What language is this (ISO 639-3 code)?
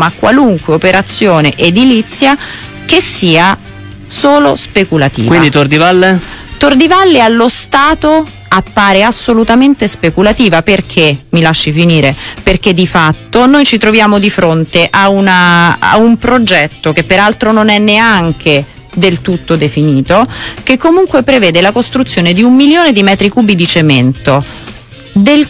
ita